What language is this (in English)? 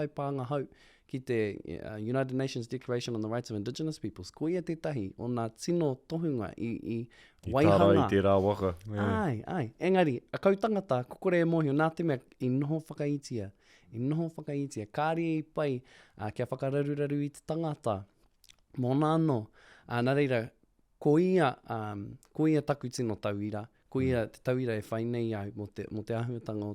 Māori